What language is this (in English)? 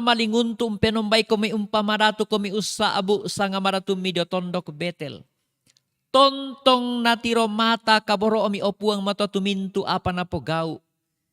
Toraja-Sa'dan